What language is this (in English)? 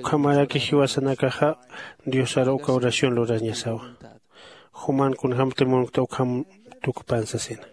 Aymara